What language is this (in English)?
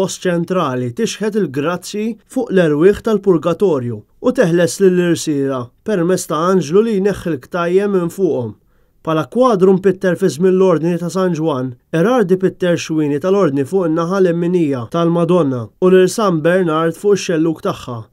Maltese